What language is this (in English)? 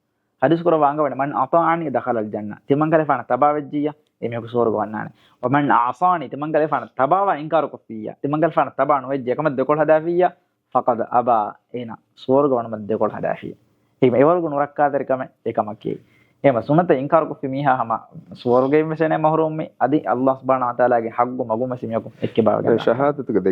Divehi